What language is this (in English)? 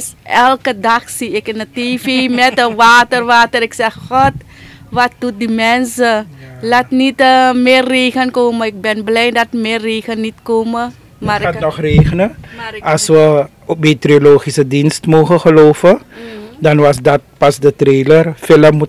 Dutch